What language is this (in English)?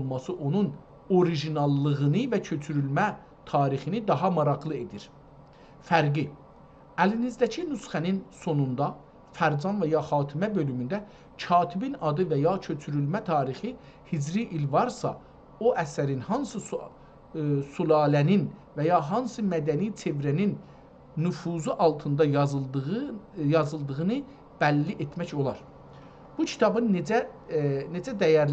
South Azerbaijani